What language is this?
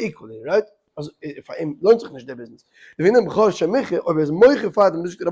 Yiddish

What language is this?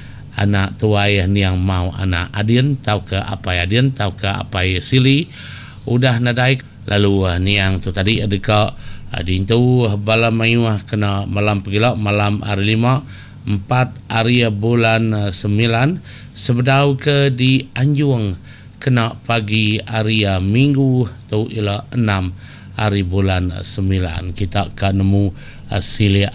Iban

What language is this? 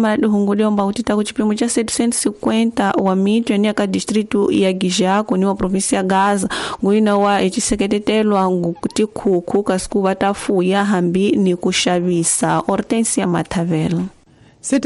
Tsonga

